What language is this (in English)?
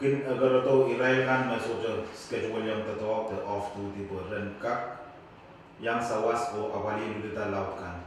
Pohnpeian